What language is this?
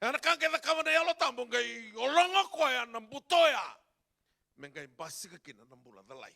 Fijian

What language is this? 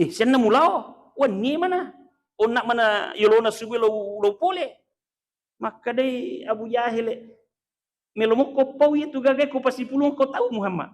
Buginese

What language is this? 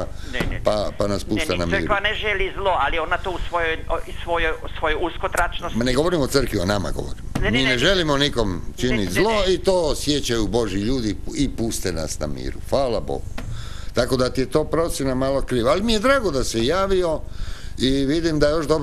Croatian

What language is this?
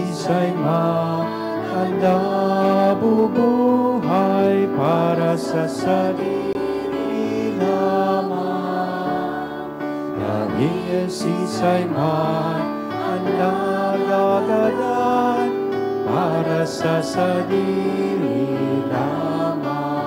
Bikol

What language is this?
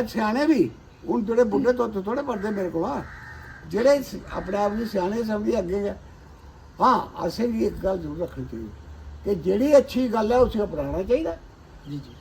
Dogri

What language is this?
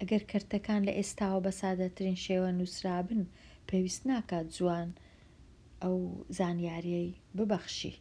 Central Kurdish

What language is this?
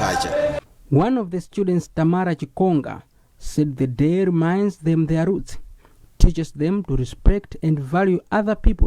English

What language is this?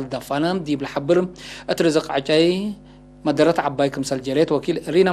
Tigre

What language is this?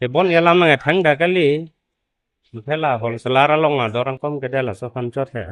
Karbi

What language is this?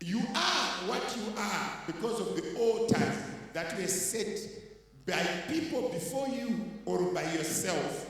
Shona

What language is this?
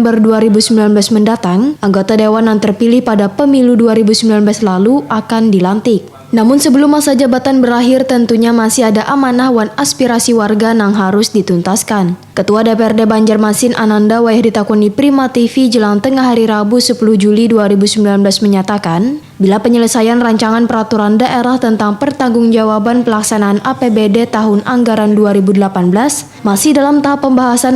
Banjar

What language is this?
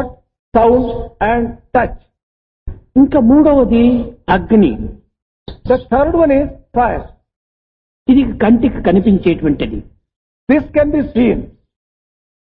Telugu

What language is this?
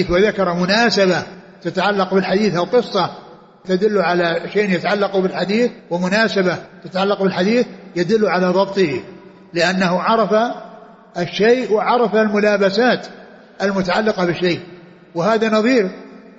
Arabic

